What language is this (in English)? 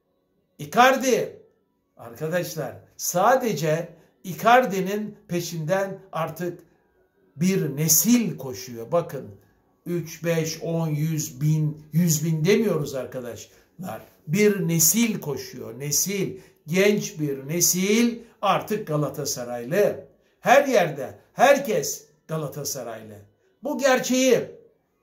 Turkish